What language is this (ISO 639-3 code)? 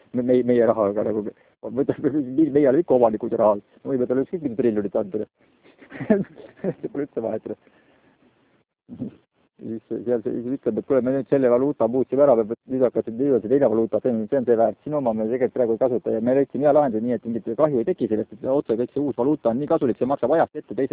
est